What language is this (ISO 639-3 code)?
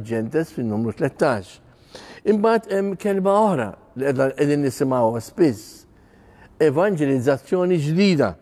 mlt